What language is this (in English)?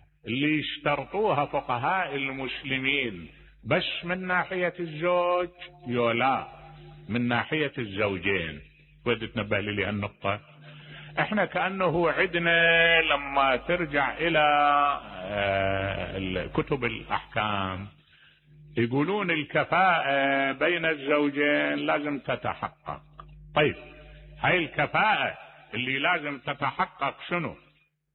Mesopotamian Arabic